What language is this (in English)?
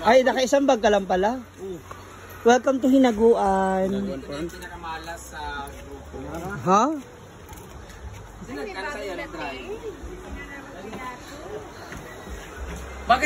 Filipino